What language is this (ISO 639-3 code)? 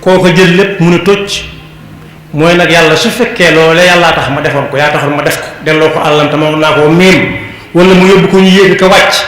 wol